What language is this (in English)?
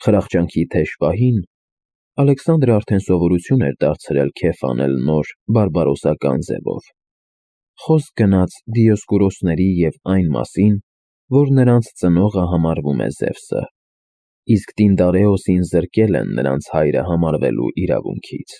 Armenian